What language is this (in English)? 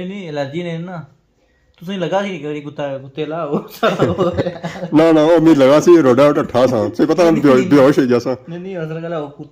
Pahari-Potwari